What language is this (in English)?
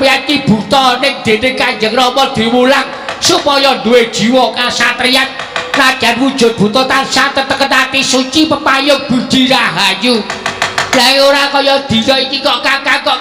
Javanese